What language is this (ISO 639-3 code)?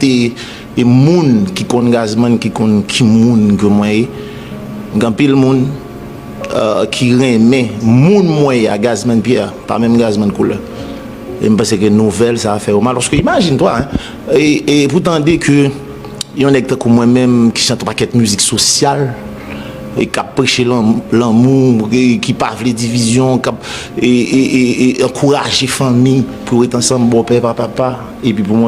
hat